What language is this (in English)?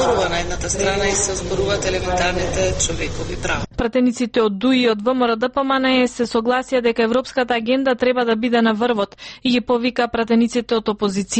Macedonian